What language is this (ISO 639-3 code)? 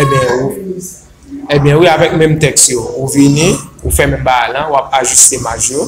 hat